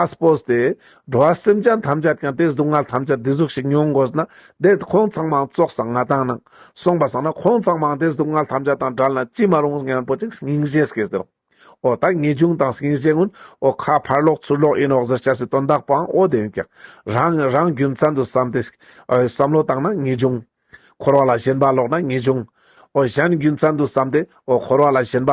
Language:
Ladakhi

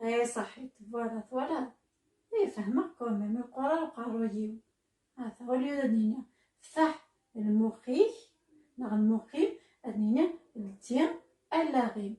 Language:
Kabyle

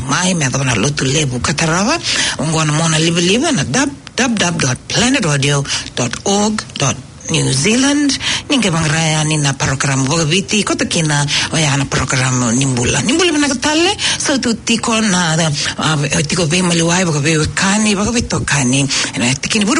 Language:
Fijian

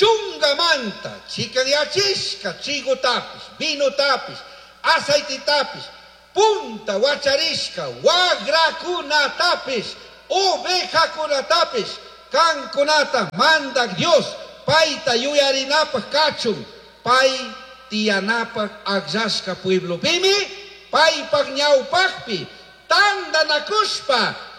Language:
Chimborazo Highland Quichua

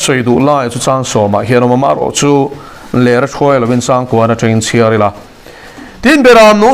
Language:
Mizo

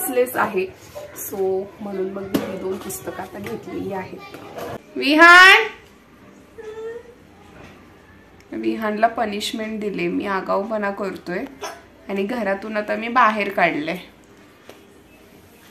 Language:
Marathi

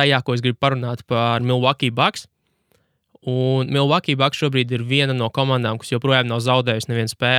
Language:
Latvian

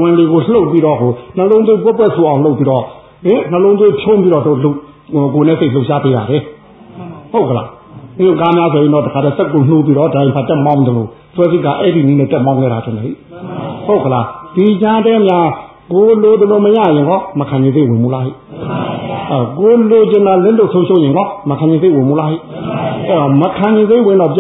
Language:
Burmese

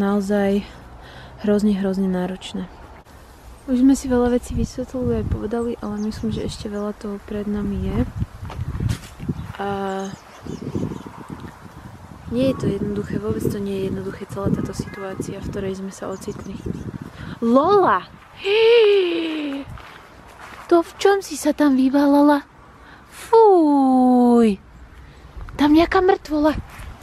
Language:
Slovak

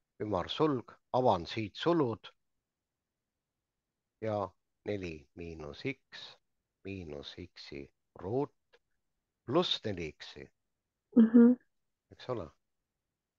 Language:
Estonian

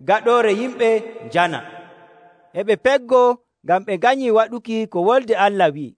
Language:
Nigerian Fulfulde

